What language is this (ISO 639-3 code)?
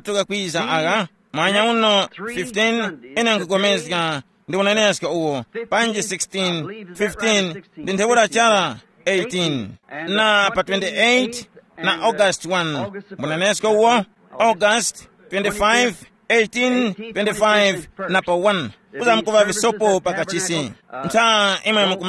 tum